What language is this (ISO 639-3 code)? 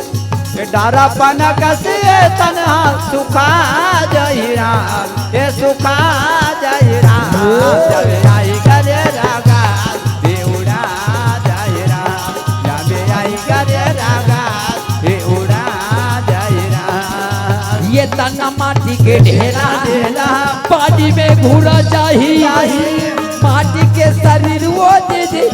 hne